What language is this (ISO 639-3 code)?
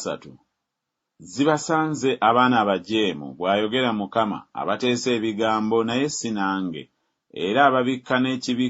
lug